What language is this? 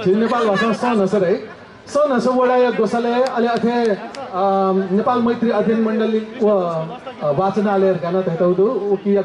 Newari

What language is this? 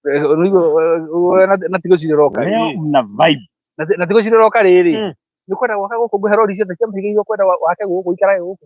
Kikuyu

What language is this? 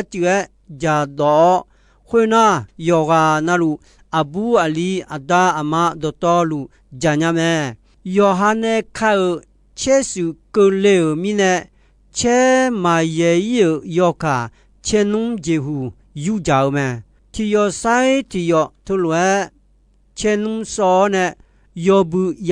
Akha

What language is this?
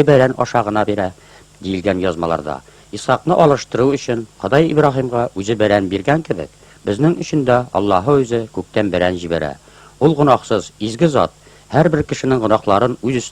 Tatar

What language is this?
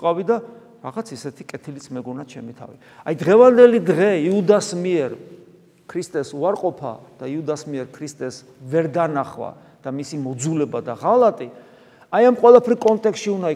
Georgian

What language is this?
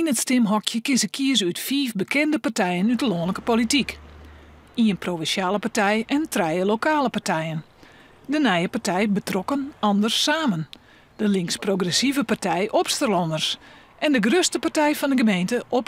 Western Frisian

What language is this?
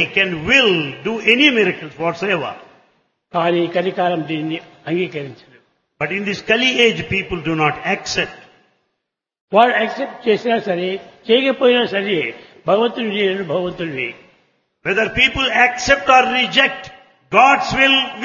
Telugu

